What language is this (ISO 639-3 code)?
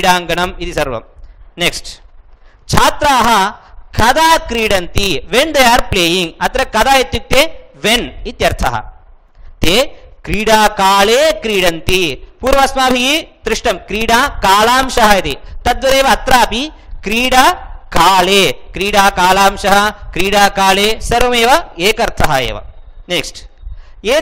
san